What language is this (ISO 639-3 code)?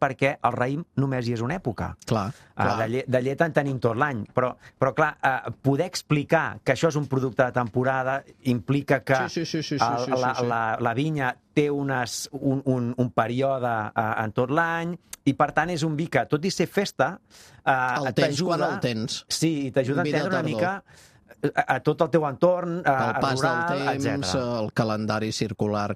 cat